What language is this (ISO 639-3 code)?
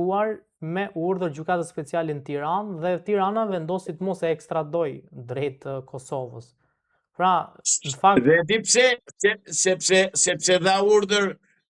sqi